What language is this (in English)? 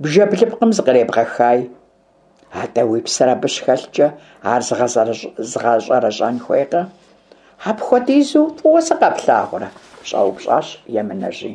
Kabardian